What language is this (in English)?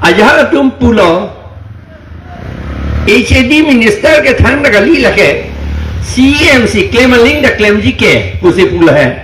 Karbi